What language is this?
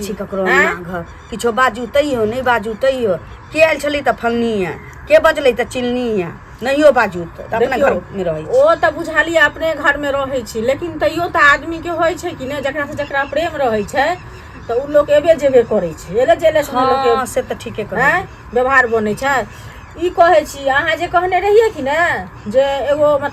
Maithili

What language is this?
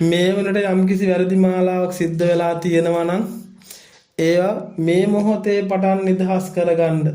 Sinhala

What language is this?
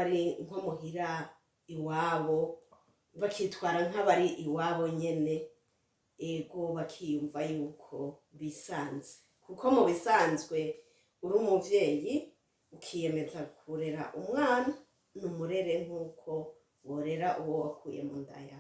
Rundi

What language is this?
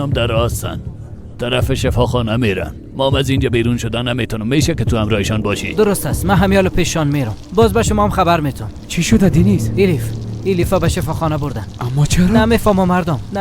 Persian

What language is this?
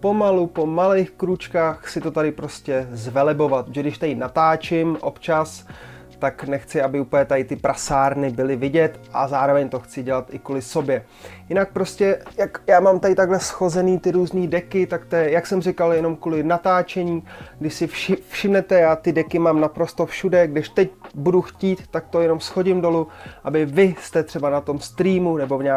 Czech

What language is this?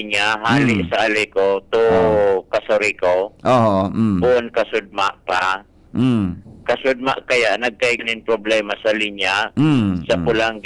Bikol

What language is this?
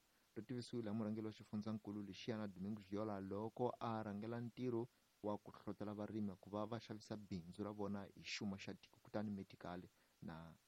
Tsonga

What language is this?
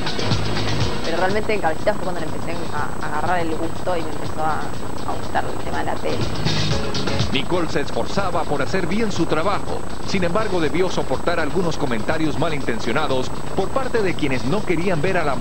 Spanish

